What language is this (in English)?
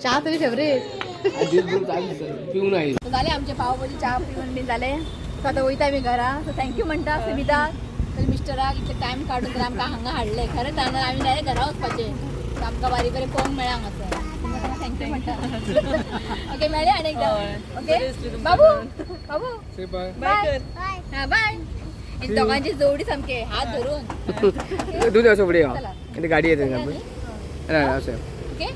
Konkani